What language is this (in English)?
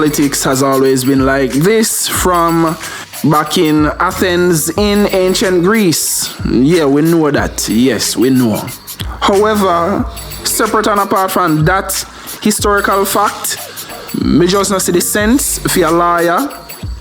Jamaican Creole English